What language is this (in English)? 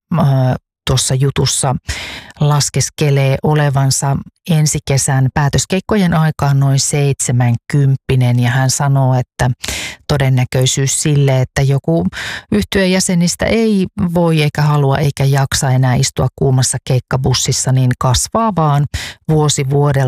Finnish